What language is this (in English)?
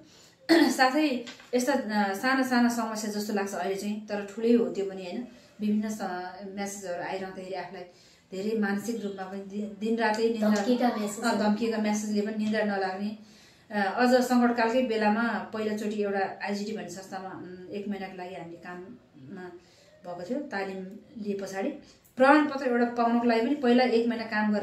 Nepali